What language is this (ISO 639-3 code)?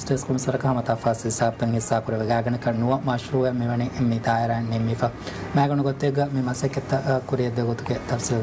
div